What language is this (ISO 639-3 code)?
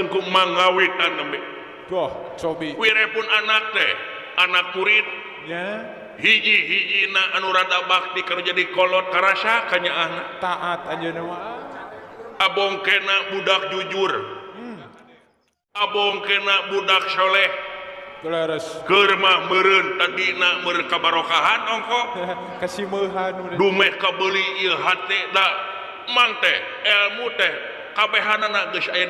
sun